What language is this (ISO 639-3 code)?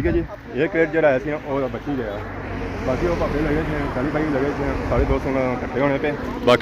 phr